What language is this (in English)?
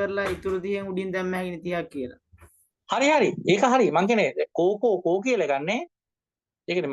Sinhala